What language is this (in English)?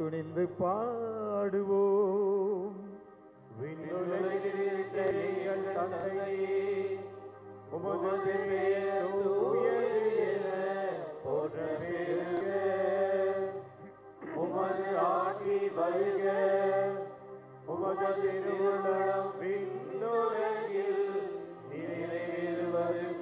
Tamil